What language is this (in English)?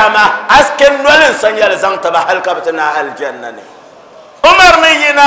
Dagbani